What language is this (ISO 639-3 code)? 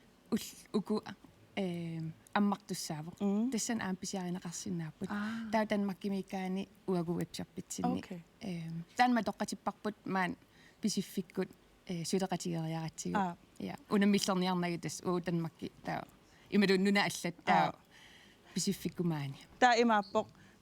kal